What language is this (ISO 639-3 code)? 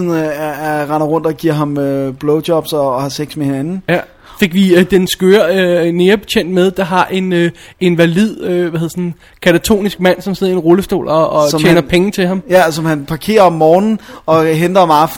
dan